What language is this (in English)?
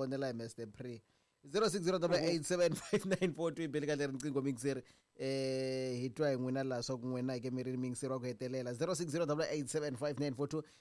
Tsonga